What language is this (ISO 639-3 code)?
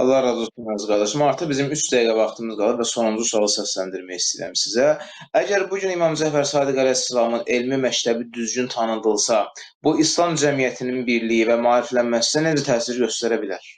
aze